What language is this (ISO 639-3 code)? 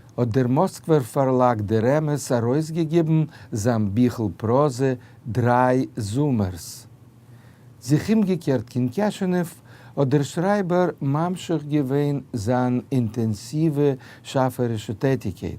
yid